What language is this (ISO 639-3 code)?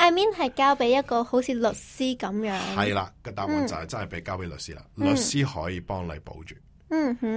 yue